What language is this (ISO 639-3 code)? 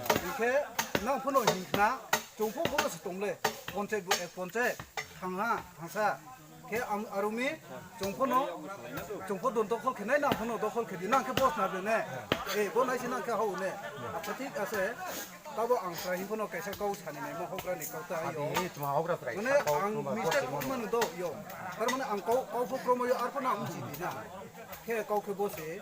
ria